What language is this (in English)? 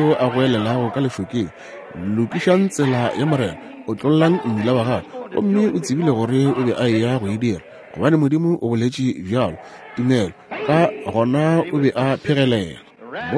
Northern Sotho